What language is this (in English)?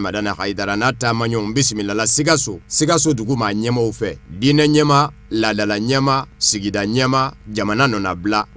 Bambara